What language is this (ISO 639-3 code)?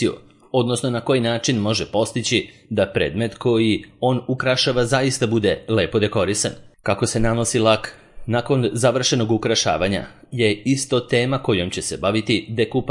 srp